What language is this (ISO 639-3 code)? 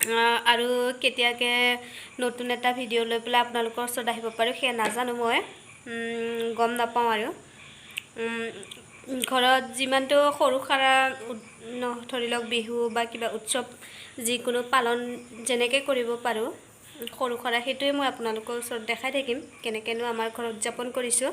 asm